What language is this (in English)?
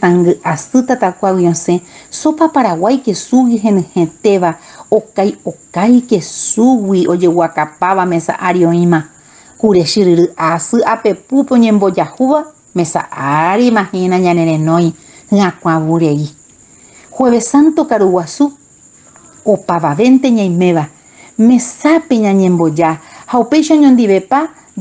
Guarani